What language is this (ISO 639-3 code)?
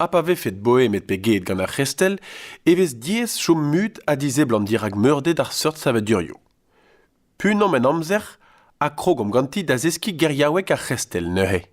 bre